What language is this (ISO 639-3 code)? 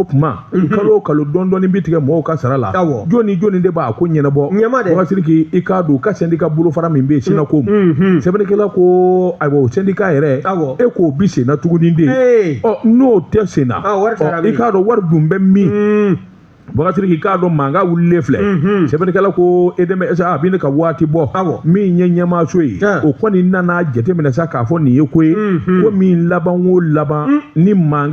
bam